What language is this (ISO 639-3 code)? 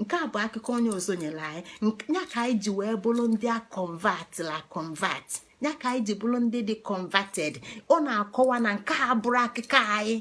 ibo